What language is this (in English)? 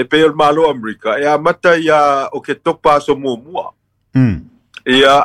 Samoan